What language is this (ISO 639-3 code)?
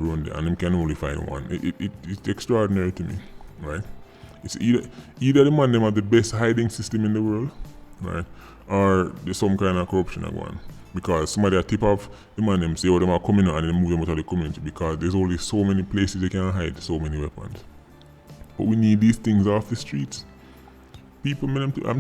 jam